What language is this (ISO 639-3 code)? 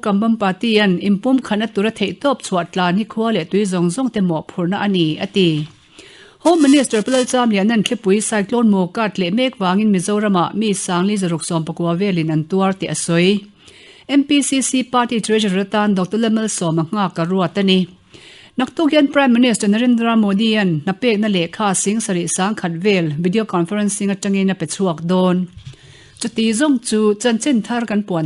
lus